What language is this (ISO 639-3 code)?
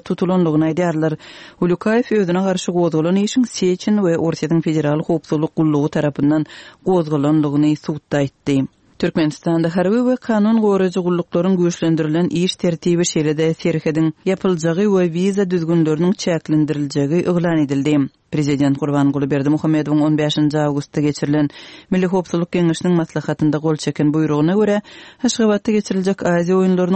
tuk